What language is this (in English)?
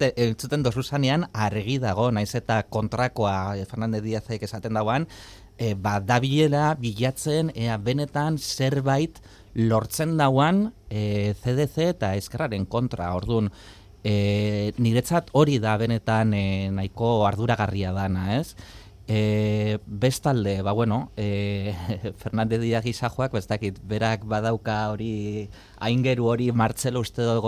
Basque